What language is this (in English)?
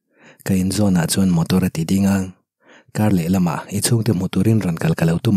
Mizo